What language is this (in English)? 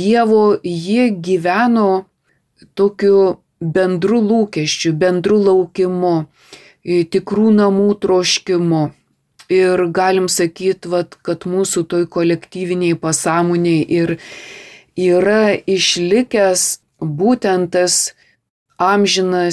Lithuanian